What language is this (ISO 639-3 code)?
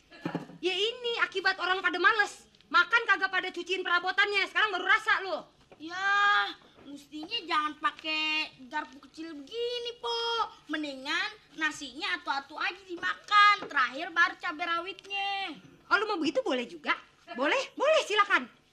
bew